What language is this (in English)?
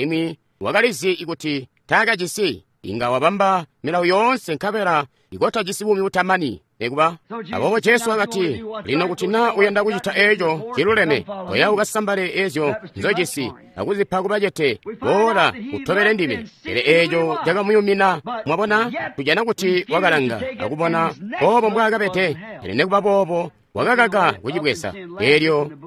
Tonga (Zambia)